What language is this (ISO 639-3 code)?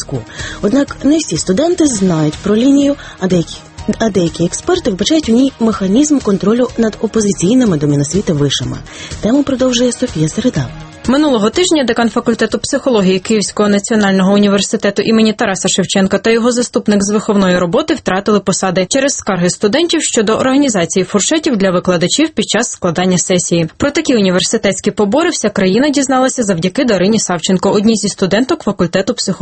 ukr